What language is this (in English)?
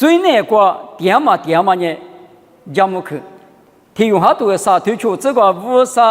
Lisu